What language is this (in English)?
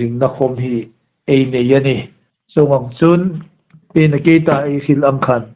Hmar